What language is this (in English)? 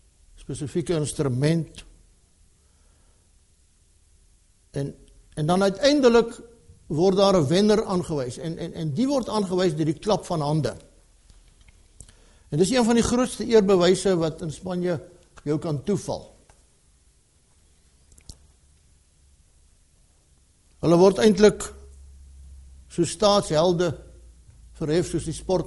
Afrikaans